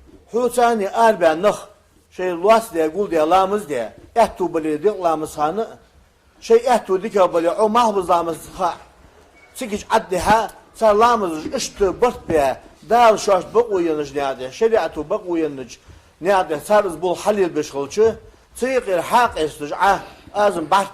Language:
Ingush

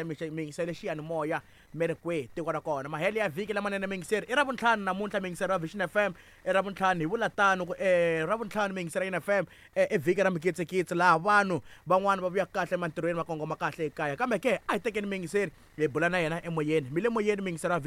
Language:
Tsonga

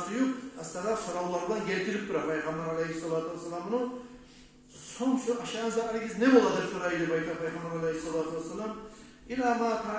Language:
Kumyk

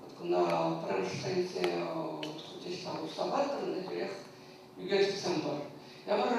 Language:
Chuvash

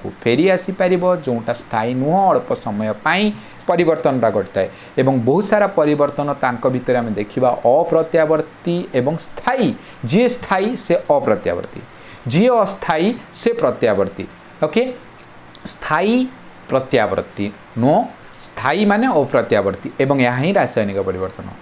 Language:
Odia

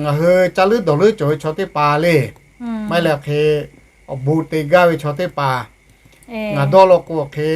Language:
Lahu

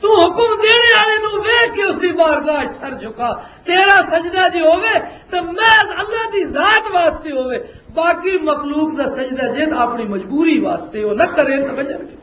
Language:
Western Panjabi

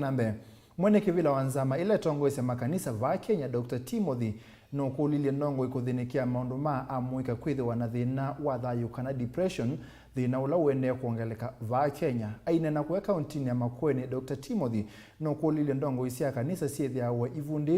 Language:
Kamba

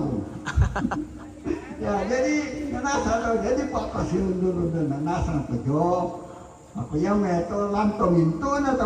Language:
Toraja-Sa'dan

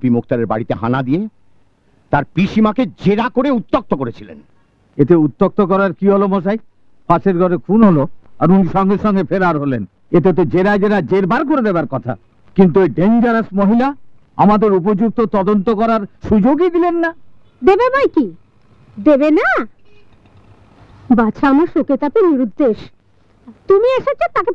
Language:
Bangla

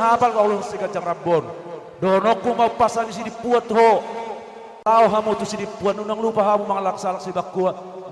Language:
Batak Toba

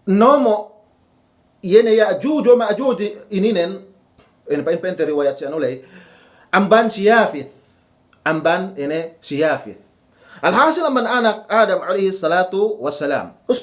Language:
Yakan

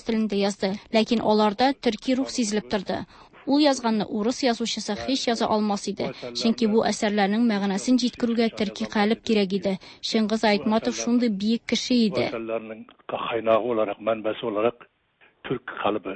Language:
Tatar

